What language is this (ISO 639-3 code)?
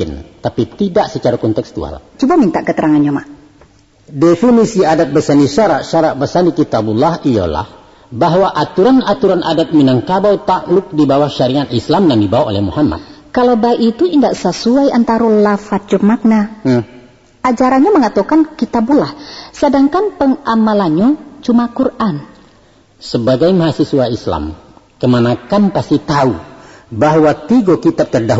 min